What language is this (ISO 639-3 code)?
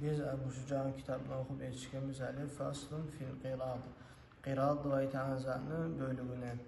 kum